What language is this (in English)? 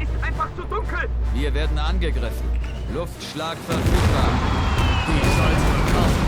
Bavarian